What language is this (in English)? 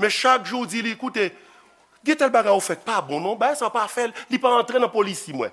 Haitian Creole